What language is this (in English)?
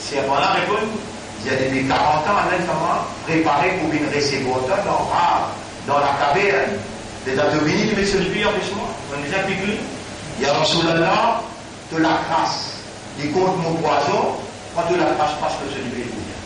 Morisyen